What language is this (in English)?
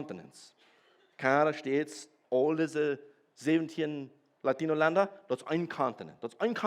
Plautdietsch